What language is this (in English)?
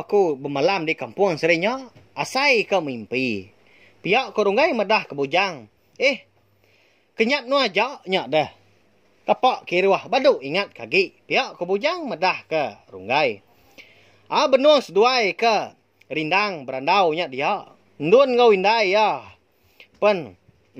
Iban